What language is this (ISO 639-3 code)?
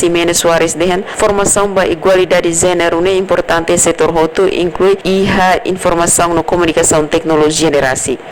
tet